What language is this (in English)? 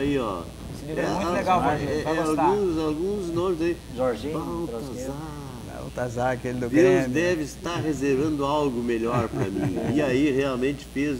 Portuguese